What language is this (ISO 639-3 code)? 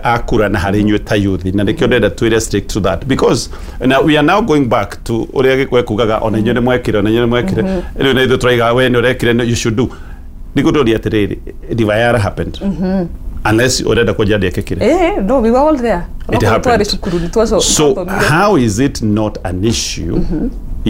kik